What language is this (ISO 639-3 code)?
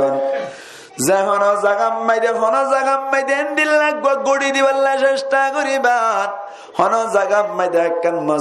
rhg